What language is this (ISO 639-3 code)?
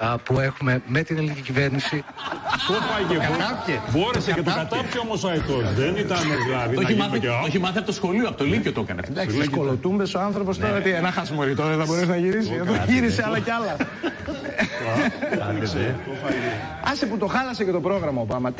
ell